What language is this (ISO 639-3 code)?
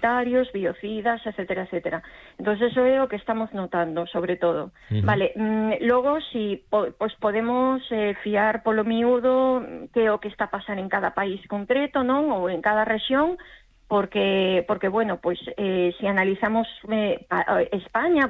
glg